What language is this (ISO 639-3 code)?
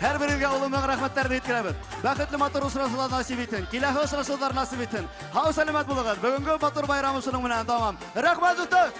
bak